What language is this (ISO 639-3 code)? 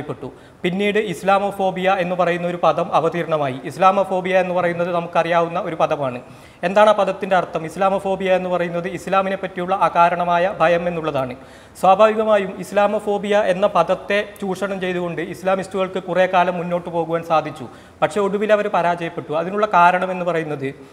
mal